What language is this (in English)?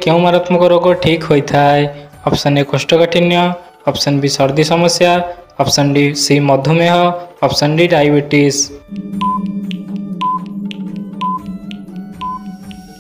Odia